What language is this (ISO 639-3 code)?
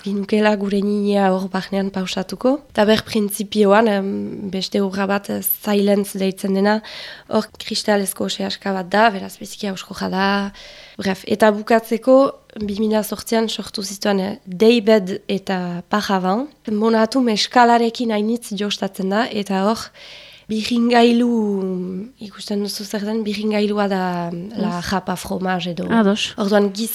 eus